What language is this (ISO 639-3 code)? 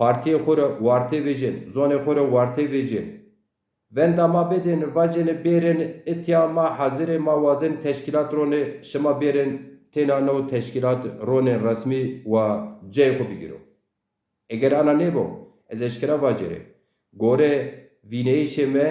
zza